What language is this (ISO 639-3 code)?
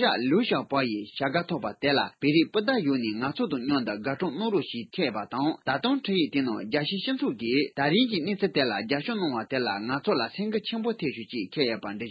bod